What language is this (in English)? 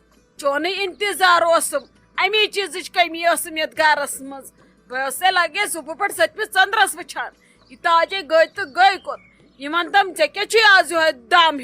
Kashmiri